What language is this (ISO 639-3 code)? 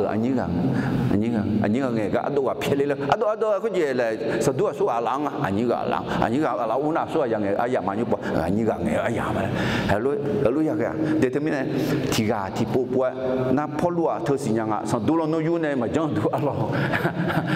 ahk